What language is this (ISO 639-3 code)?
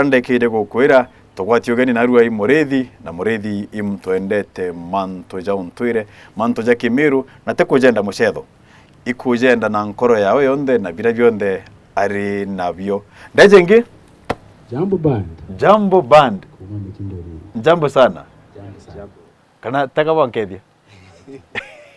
mer